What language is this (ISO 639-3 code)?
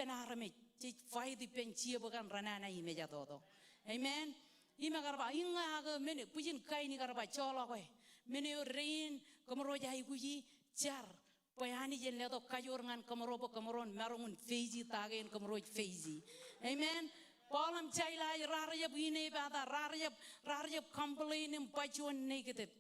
mah